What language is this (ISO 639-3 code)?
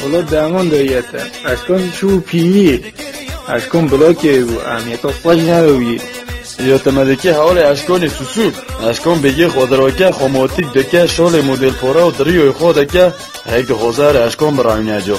kur